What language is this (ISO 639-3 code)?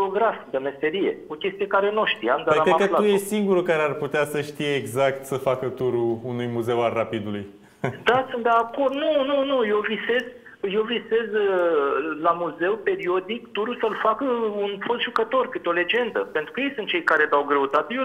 ron